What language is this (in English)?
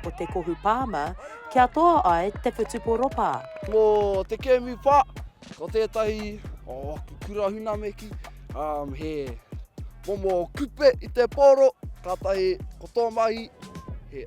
Māori